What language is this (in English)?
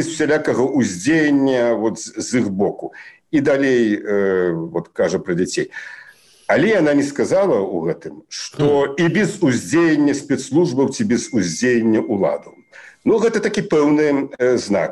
Belarusian